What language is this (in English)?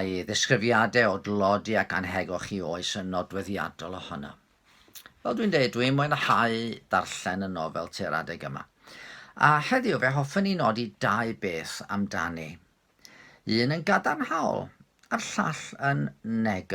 Welsh